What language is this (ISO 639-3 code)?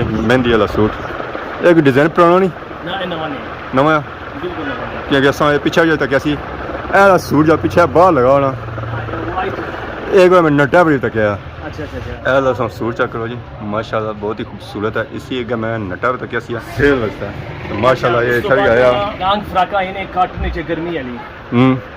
phr